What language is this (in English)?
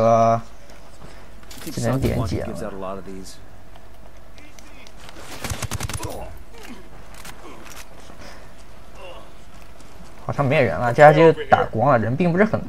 Chinese